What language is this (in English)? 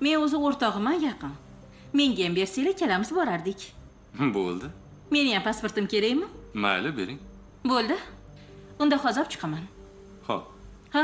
Uzbek